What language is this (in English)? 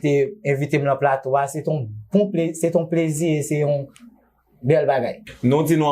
Haitian Creole